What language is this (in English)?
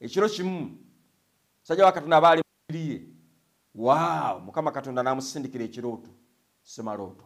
Ganda